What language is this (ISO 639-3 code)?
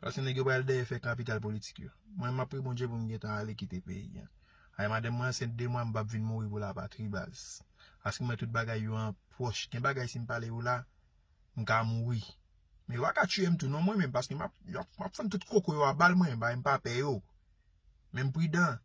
hat